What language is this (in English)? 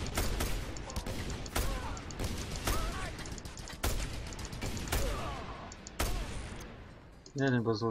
Slovak